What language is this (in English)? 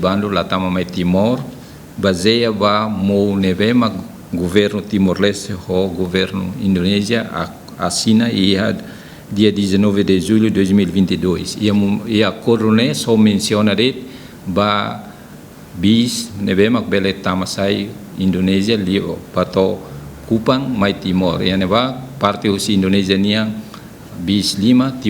Tetum